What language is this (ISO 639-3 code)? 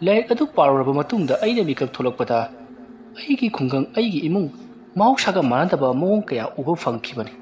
mni